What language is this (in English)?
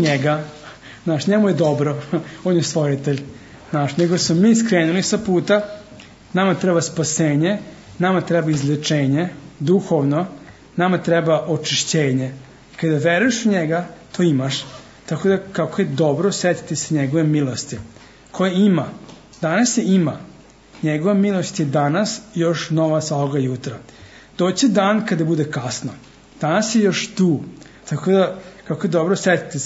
Serbian